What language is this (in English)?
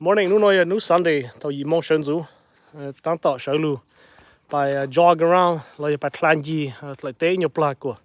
Hmong